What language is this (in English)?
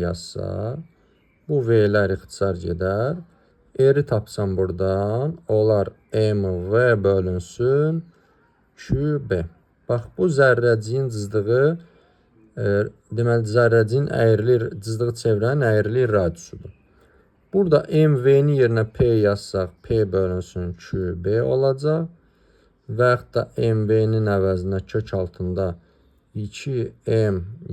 Azerbaijani